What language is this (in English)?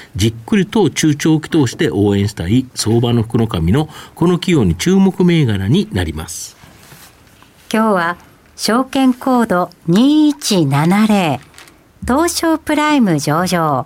Japanese